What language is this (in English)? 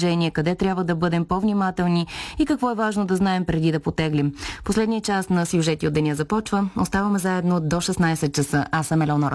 Bulgarian